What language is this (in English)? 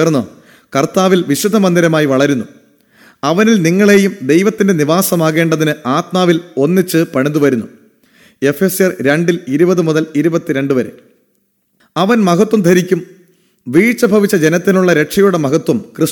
Malayalam